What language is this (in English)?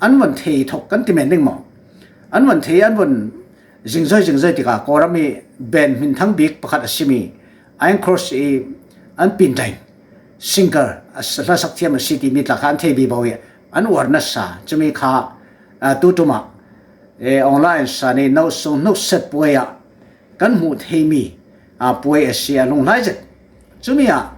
Falam Chin